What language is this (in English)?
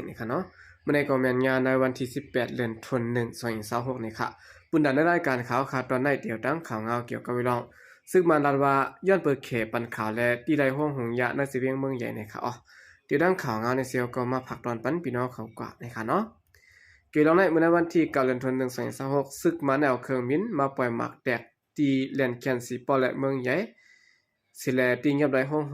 Shan